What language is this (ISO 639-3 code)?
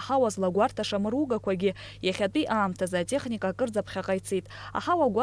abk